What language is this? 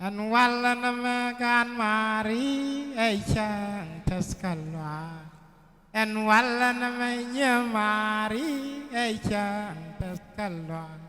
Nuer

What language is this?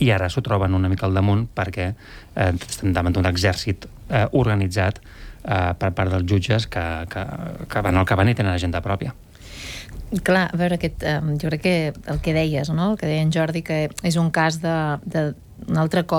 Catalan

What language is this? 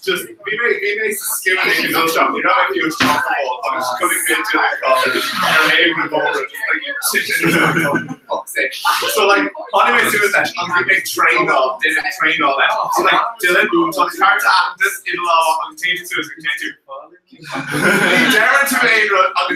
Irish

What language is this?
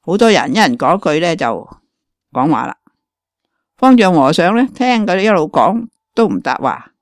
Cantonese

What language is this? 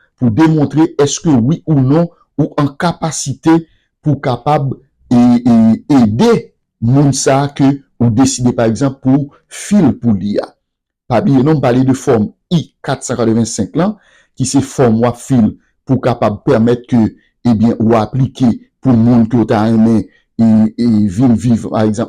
Haitian Creole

